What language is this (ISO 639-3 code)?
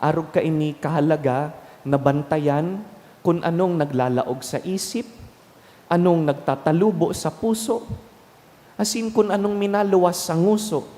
bik